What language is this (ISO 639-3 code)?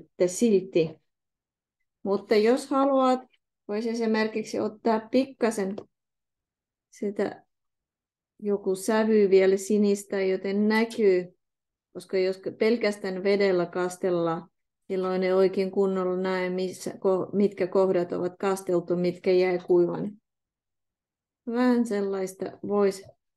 fin